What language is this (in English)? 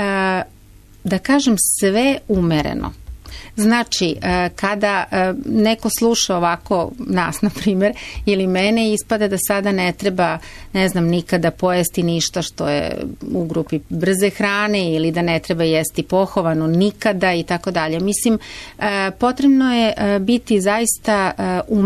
Serbian